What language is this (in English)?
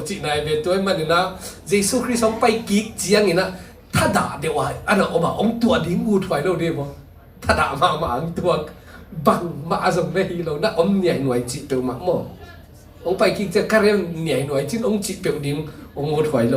Tedim Chin